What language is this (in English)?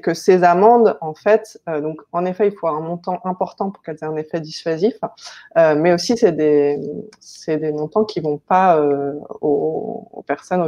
French